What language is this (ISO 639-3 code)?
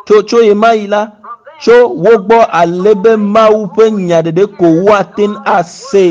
ewe